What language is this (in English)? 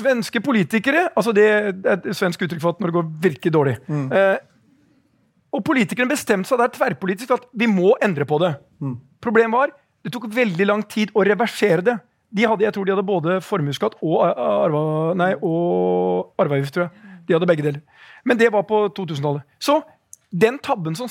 Norwegian